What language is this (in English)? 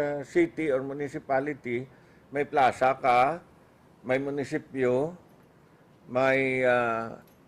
Hiligaynon